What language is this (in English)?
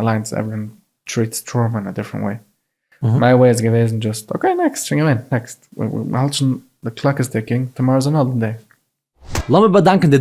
Yiddish